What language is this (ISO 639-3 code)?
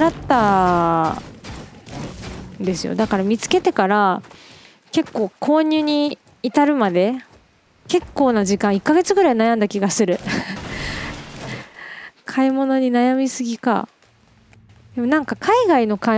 jpn